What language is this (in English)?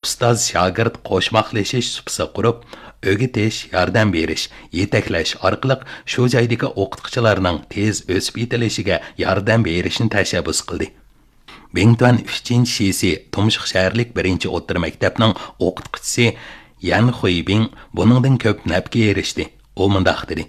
Uyghur